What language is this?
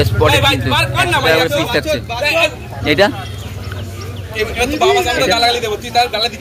Bangla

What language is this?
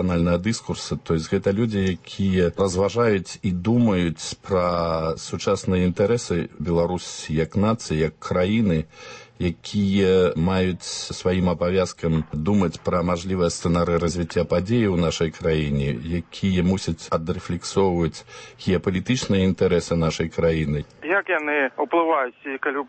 Belarusian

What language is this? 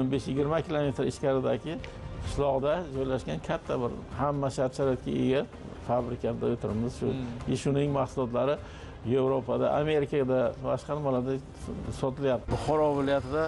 Uzbek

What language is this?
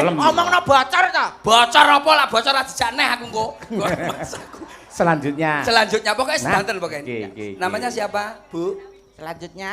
Javanese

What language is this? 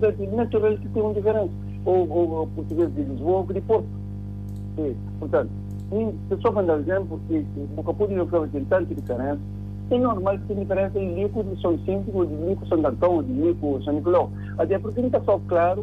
Kabuverdianu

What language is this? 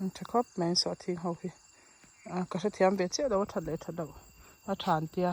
Mizo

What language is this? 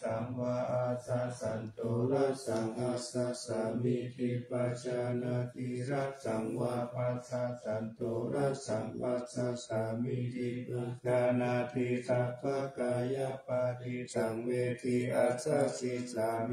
Pali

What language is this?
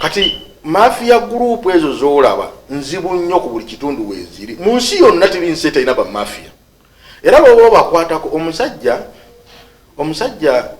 Ganda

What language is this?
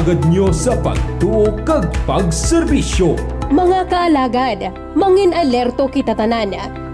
Hiligaynon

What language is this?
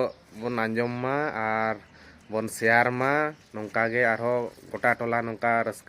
Santali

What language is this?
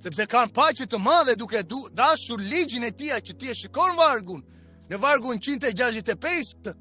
Albanian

